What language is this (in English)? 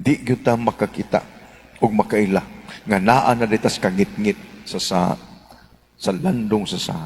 Cebuano